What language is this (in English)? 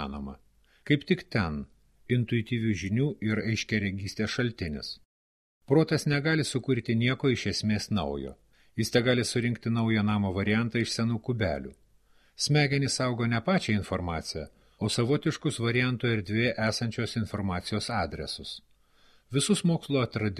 Lithuanian